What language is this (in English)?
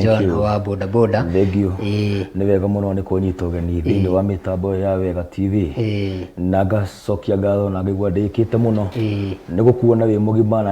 Kikuyu